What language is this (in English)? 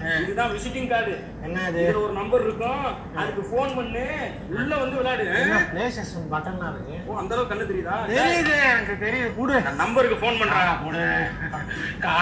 Tamil